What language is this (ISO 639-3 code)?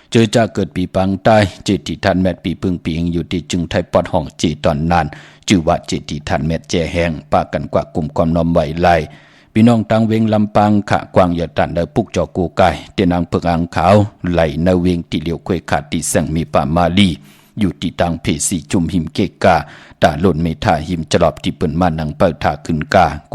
shn